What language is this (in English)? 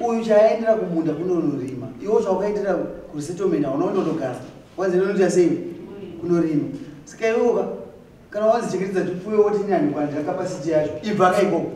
Shona